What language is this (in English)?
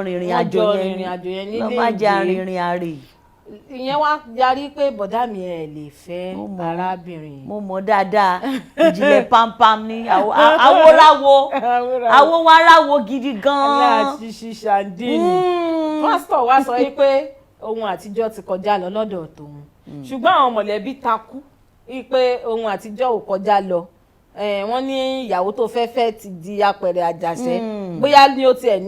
Yoruba